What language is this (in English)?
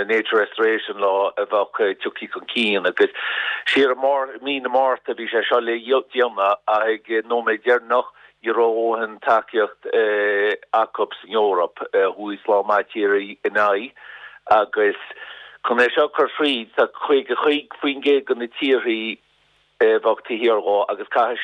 Irish